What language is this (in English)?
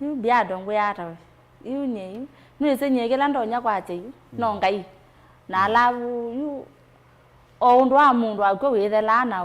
Kamba